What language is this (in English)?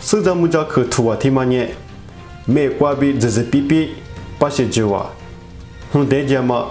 Lisu